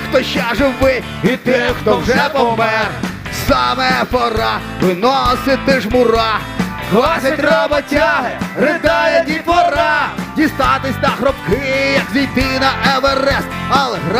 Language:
Ukrainian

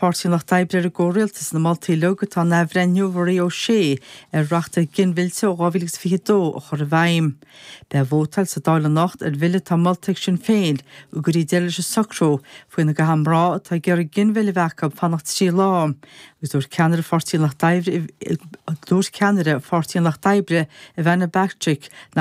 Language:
Irish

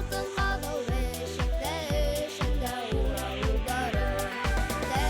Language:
Bashkir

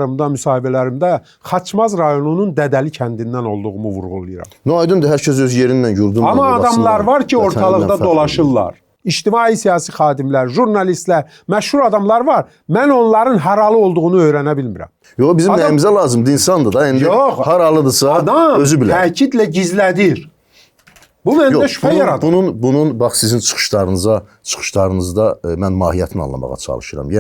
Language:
Azerbaijani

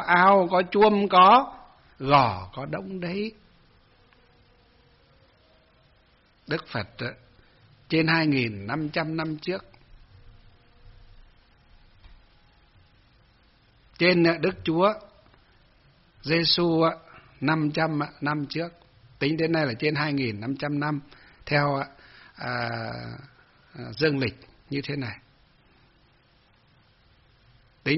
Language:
Vietnamese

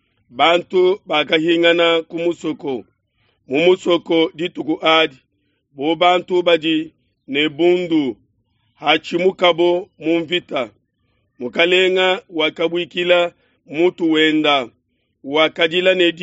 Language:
Luba-Lulua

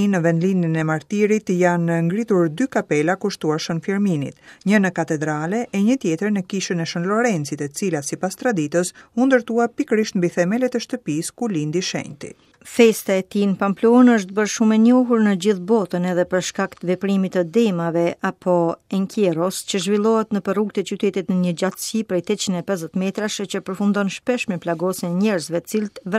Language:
Albanian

